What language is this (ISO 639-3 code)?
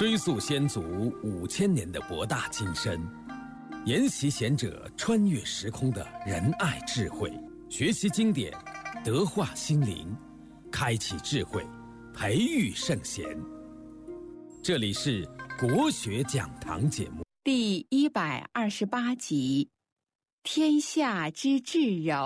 zho